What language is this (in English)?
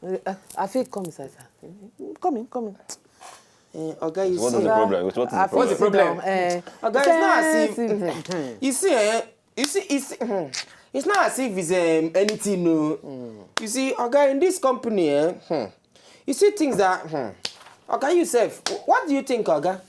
Nigerian Pidgin